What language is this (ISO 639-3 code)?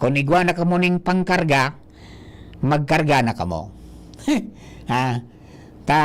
bik